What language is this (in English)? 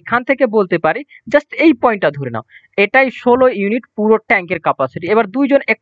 Bangla